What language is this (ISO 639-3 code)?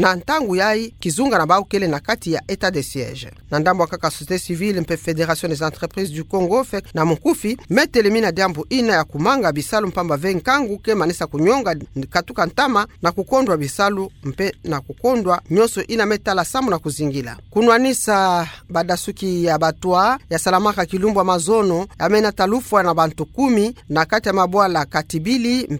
ktu